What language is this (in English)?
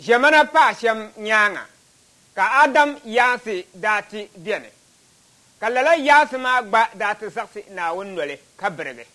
Dagbani